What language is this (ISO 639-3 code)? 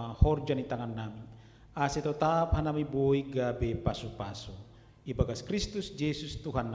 bts